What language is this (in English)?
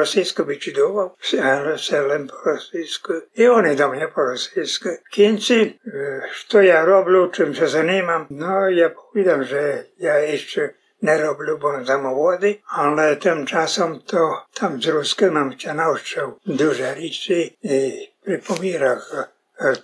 Rusyn